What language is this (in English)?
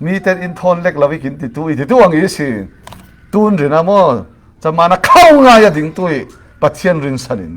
Falam Chin